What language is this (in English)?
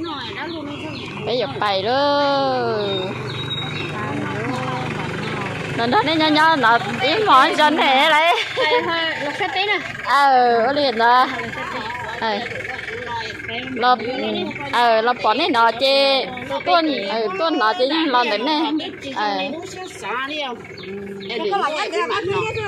Vietnamese